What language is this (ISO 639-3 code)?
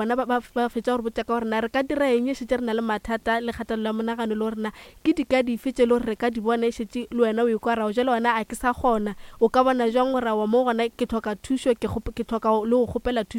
nso